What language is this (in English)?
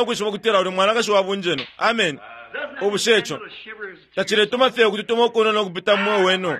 Bemba